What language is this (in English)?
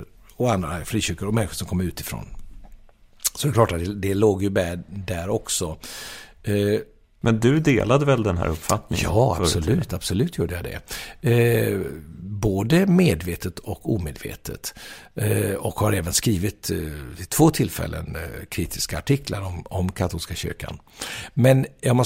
Swedish